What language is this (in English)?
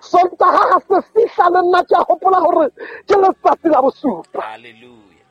Southern Sotho